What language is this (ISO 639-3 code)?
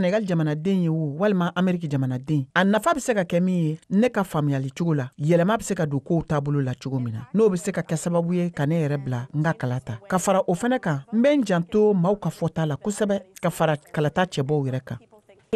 bam